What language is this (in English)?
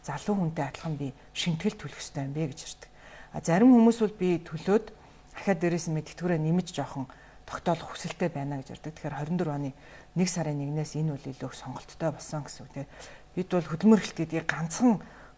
Mongolian